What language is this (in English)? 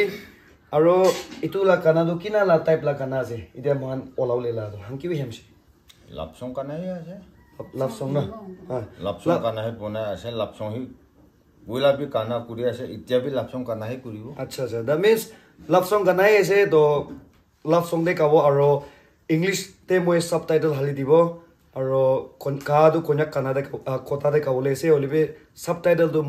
Naga Pidgin